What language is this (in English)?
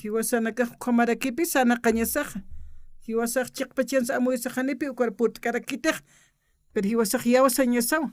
Aymara